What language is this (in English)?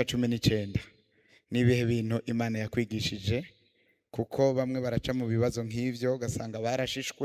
Rundi